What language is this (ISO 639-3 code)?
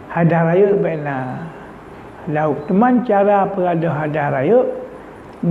ace